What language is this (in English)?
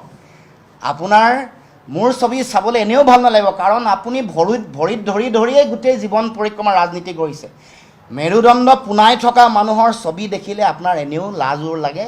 Assamese